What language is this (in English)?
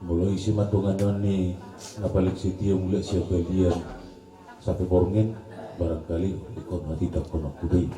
Batak Toba